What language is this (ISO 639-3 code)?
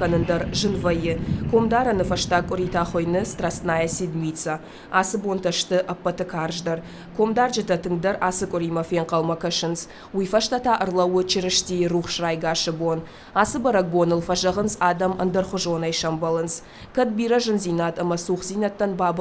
oss